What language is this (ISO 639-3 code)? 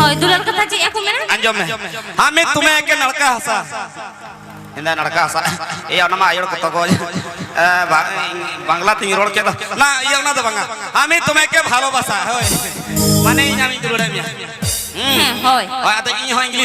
sat